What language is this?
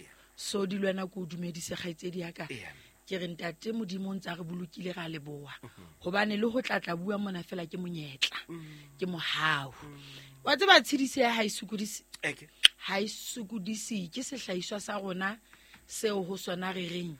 Southern Sotho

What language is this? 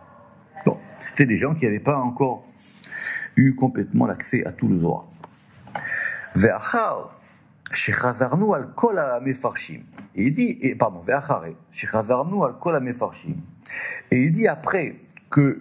French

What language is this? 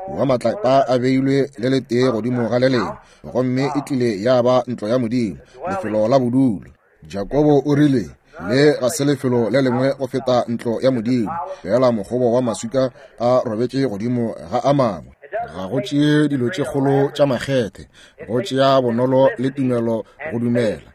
Northern Sotho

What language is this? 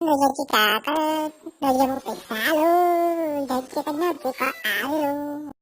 Hmong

